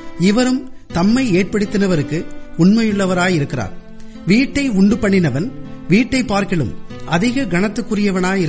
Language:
Tamil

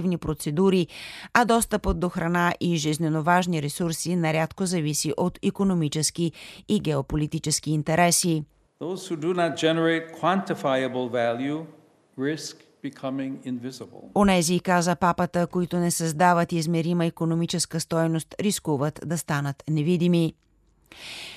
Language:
Bulgarian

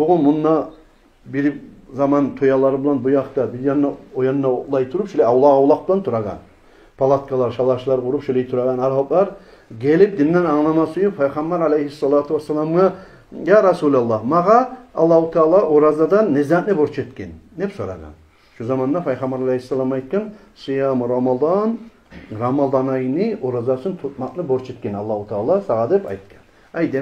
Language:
Kumyk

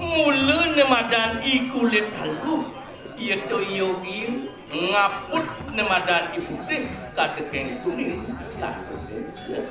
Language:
Balinese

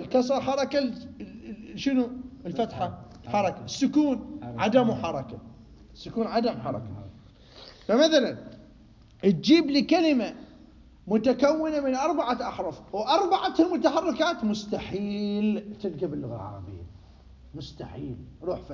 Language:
Mesopotamian Arabic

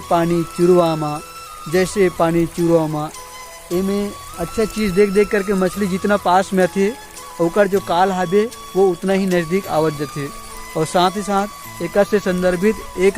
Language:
Chhattisgarhi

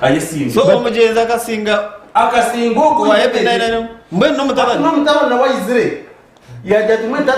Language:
Nyankole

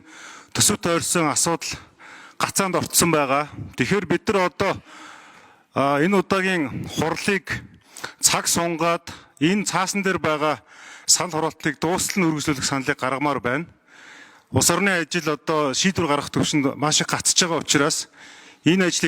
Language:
Mongolian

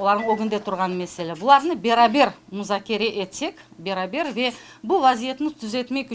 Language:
Crimean Tatar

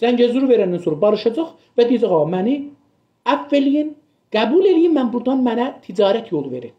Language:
South Azerbaijani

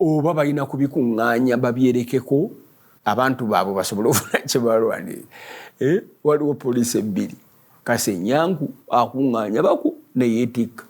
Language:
Ganda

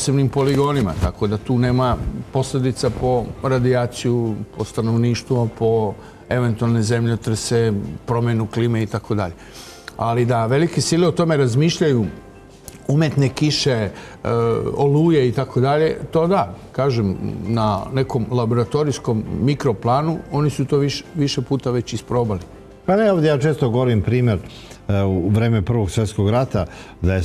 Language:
Serbian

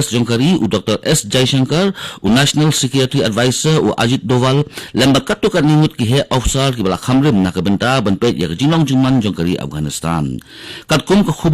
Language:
Khasi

